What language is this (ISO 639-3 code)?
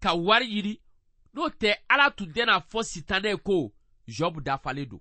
bam